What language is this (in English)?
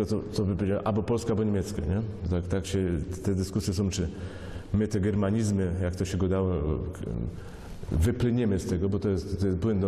Silesian